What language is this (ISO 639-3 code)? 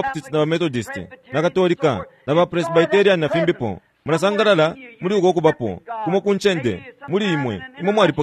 bem